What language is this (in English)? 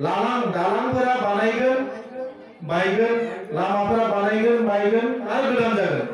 Bodo